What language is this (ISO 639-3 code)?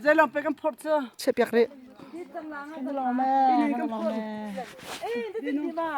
cnh